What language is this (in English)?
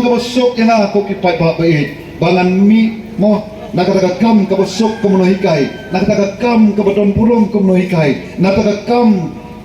Khasi